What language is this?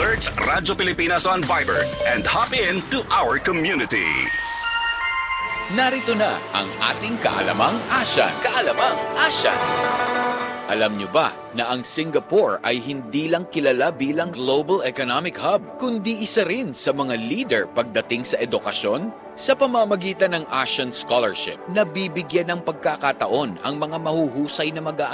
Filipino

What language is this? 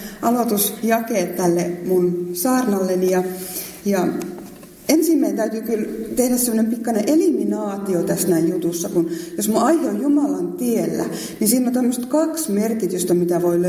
Finnish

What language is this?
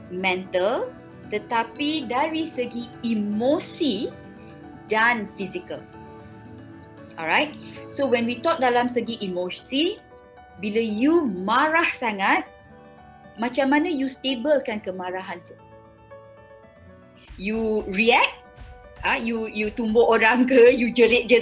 Malay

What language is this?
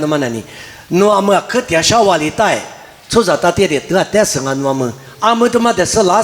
Lisu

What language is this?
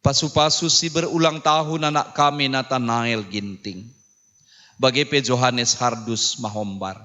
Batak Karo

